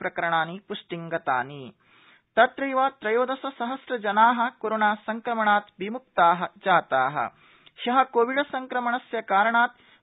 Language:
Sanskrit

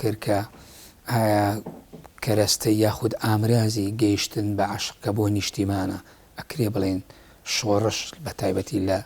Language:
Central Kurdish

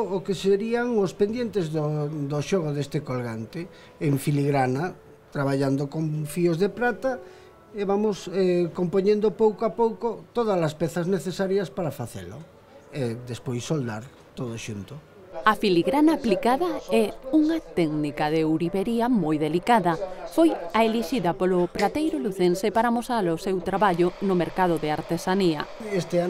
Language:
Galician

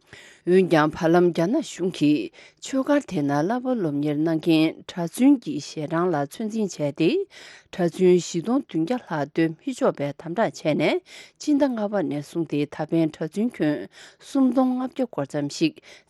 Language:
Tibetan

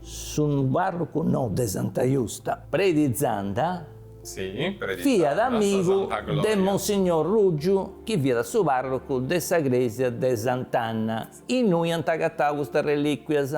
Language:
Sardinian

